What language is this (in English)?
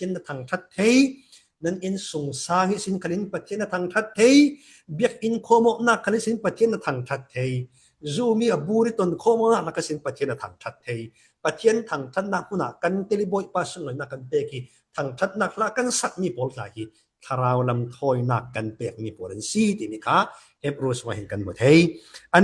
Falam Chin